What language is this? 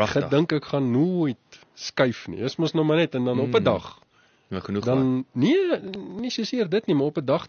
Afrikaans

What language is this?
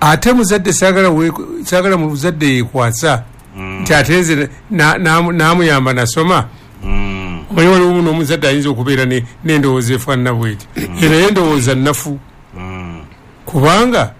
Ganda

